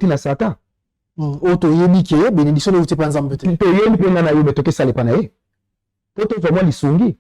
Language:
Lingala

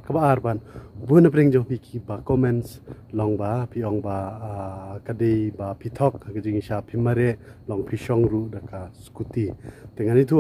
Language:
Khasi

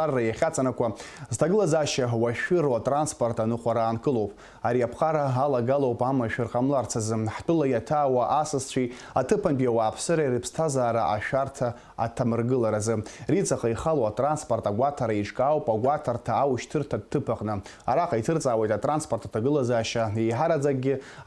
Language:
Abkhazian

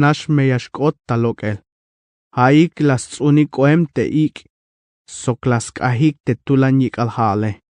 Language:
Tzeltal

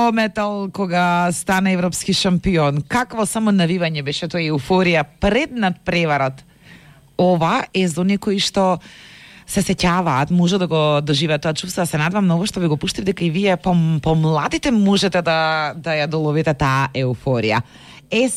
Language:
Macedonian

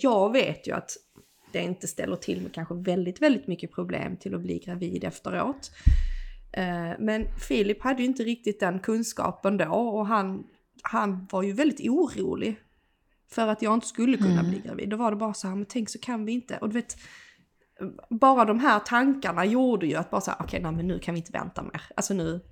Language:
Swedish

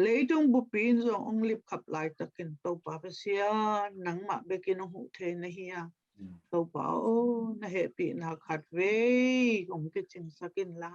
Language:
Tedim Chin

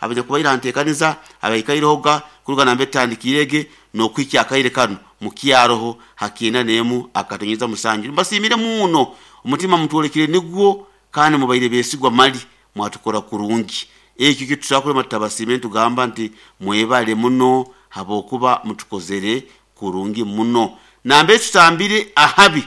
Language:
Nyankole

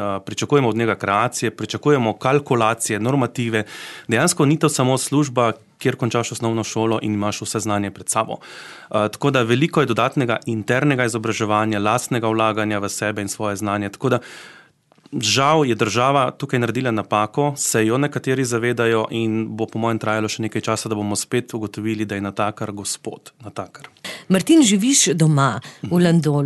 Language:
Slovenian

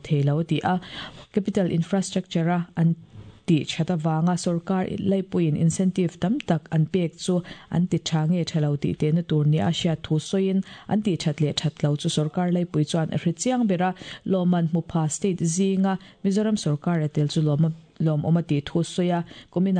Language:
Mizo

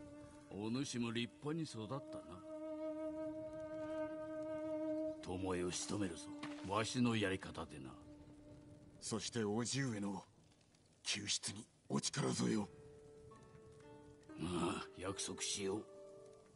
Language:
Japanese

